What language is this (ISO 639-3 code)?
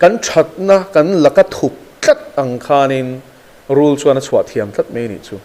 lus